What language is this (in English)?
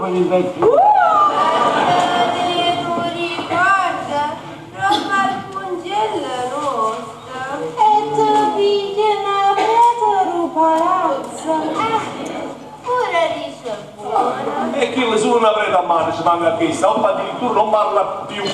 Neapolitan